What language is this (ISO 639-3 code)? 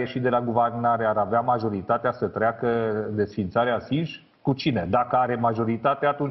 ron